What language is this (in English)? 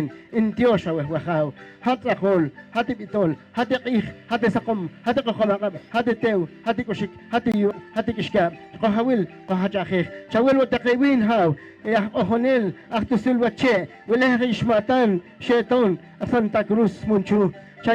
Poqomchi'